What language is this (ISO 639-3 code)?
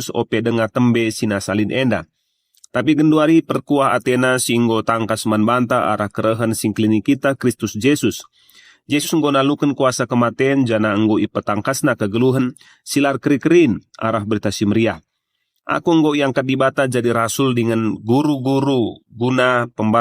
btx